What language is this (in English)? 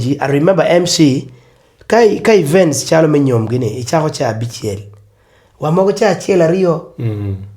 Acoli